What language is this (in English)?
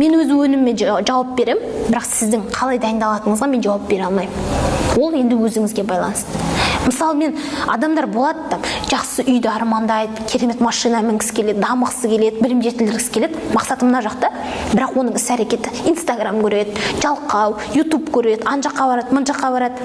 Kazakh